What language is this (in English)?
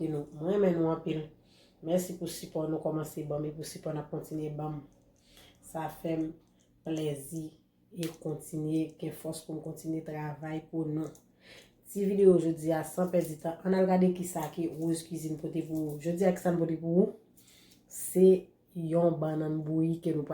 Haitian Creole